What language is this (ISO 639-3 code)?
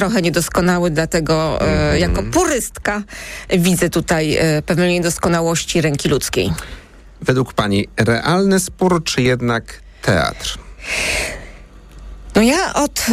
pol